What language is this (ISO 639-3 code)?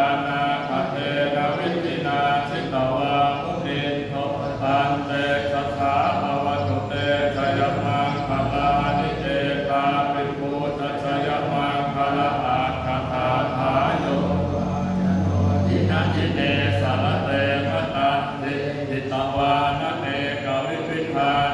pli